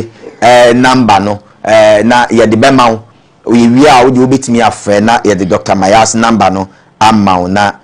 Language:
Akan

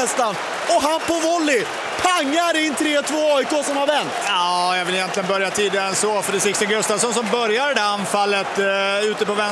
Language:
Swedish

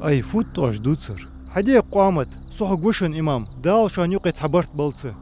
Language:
Ingush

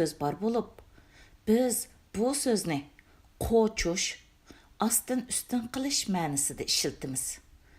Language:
Uyghur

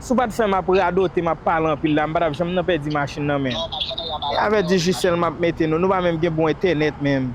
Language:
Haitian Creole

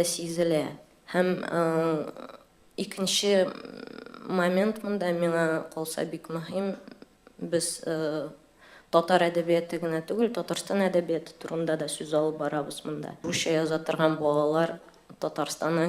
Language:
Tatar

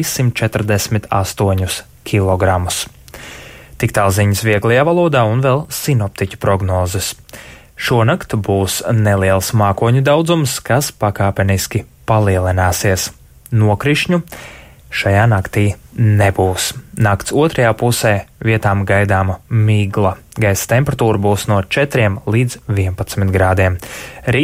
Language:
Latvian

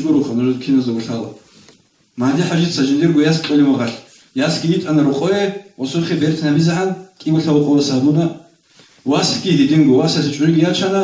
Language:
Avaric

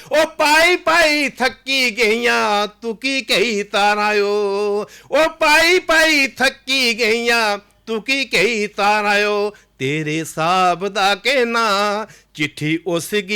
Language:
Dogri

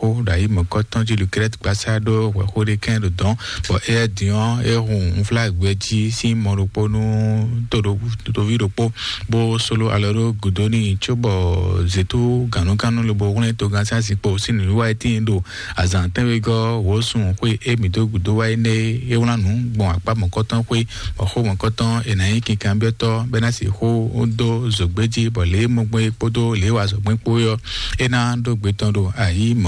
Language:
Fon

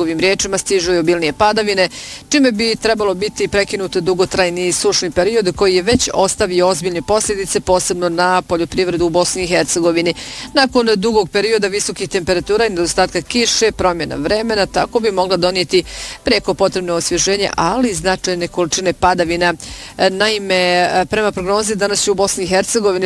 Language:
Bosnian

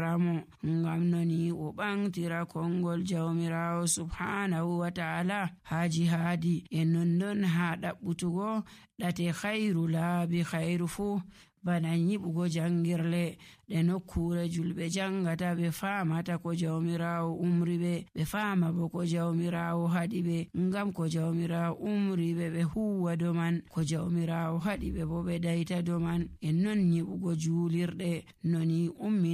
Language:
Nigerian Fulfulde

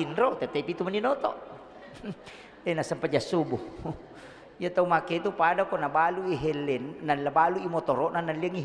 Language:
Buginese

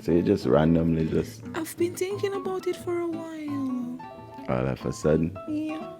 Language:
Jamaican Creole English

